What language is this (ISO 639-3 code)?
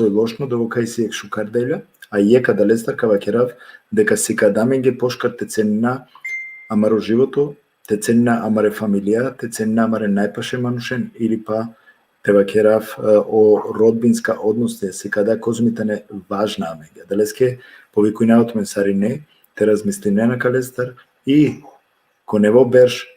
rmn